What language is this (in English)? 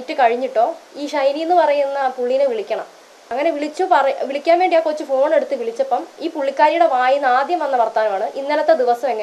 Malayalam